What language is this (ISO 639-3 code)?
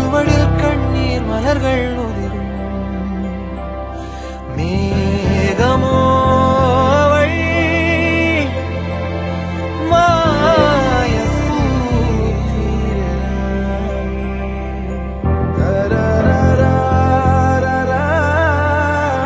tam